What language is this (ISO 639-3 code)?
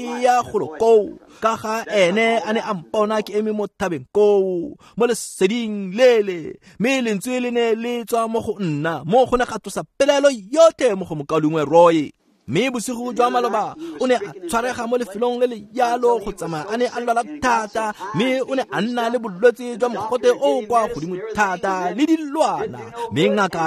tsn